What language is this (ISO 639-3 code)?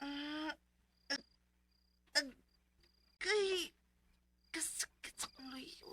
ceb